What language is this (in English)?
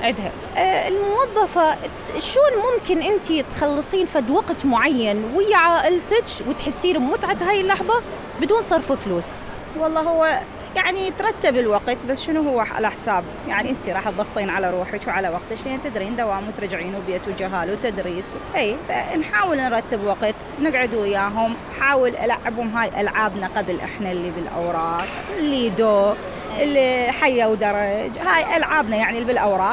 Mesopotamian Arabic